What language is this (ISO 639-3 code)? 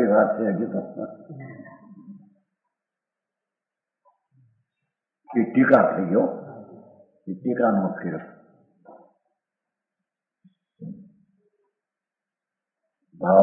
guj